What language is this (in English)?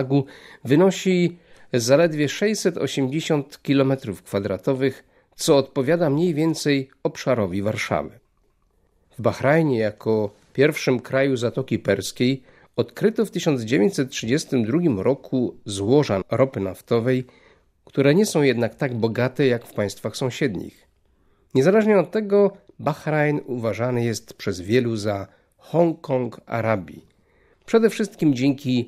Polish